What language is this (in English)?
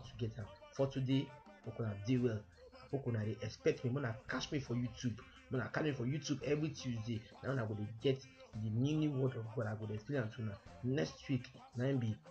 Nigerian Pidgin